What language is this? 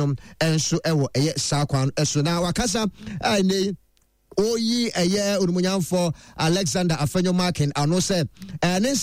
Akan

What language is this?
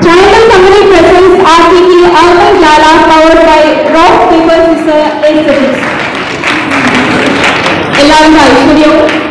Malayalam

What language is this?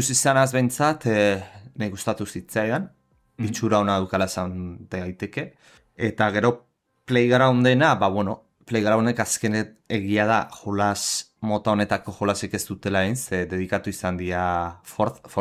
Basque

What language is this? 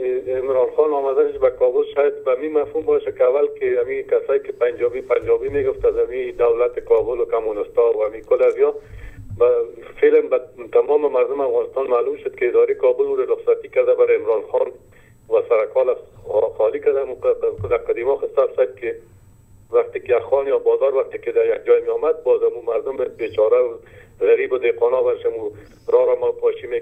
Persian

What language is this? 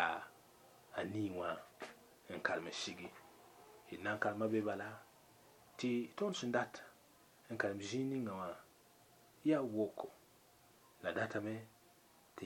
Mossi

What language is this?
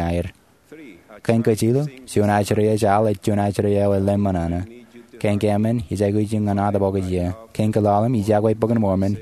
Marshallese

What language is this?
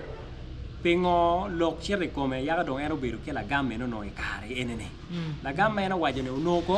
Acoli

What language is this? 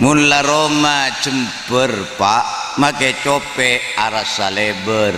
Madurese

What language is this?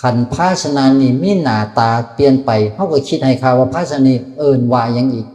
Northeastern Thai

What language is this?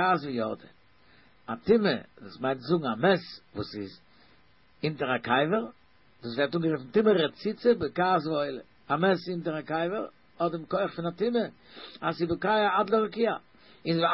Yiddish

